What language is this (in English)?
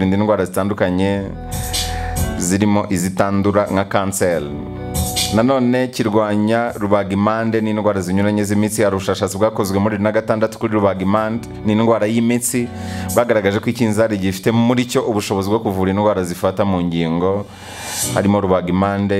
Kinyarwanda